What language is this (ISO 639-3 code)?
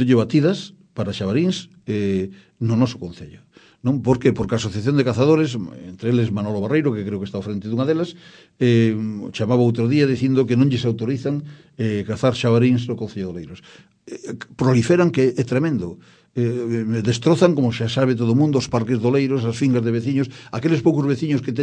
glg